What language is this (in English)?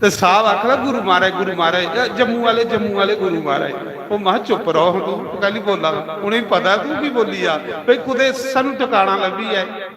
Dogri